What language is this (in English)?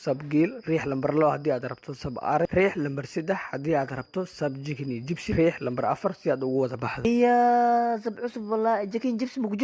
Somali